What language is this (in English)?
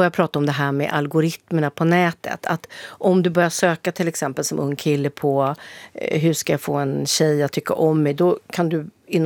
Swedish